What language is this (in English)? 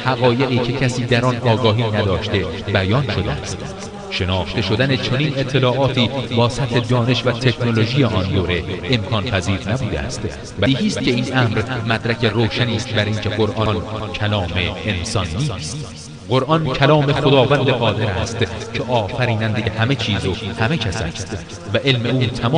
Persian